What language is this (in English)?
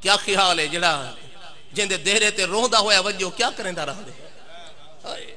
Saraiki